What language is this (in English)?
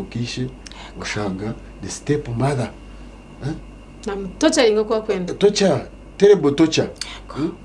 Nyankole